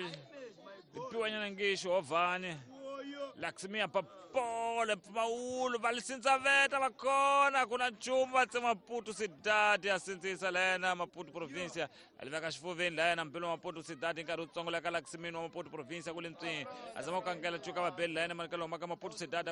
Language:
Tsonga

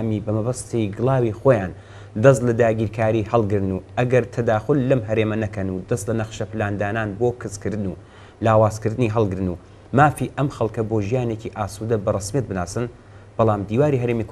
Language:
Central Kurdish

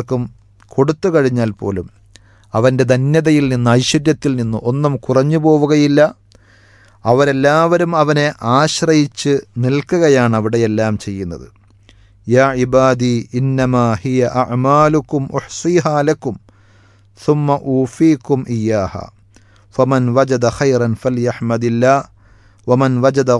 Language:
Malayalam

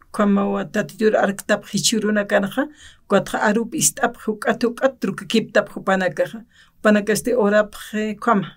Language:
Aymara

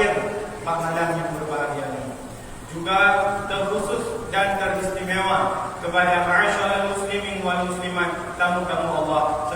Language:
Achinese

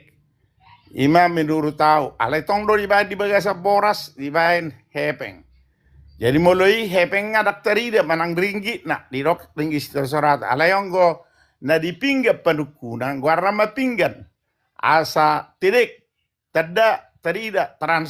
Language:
Batak Toba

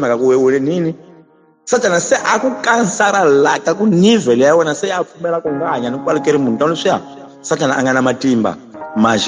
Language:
Tsonga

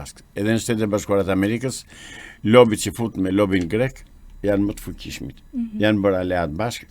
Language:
Albanian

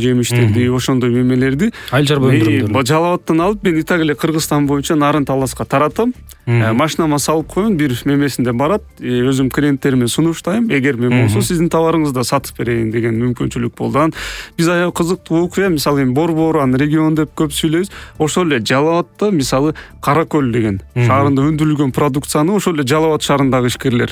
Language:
Kyrgyz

